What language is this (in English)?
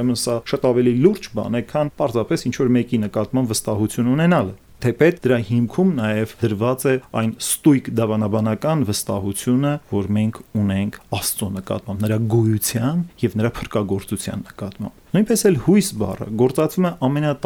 Armenian